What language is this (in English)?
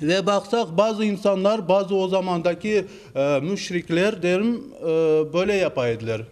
Crimean Tatar